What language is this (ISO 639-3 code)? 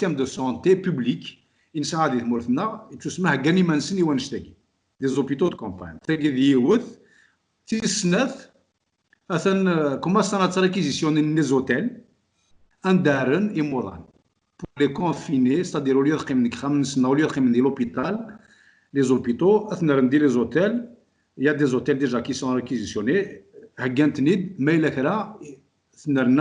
kab